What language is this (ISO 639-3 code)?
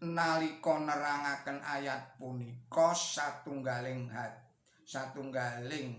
jav